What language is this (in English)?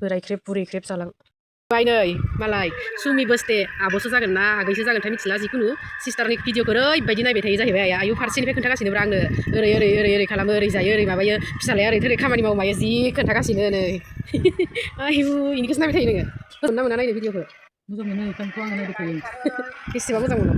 Bodo